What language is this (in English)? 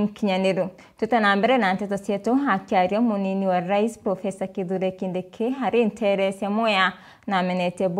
Meru